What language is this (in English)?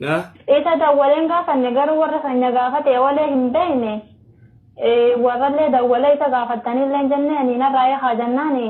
Oromo